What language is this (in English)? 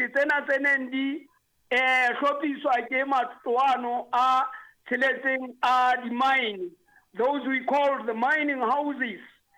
Southern Sotho